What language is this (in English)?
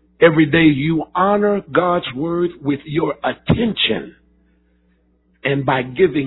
English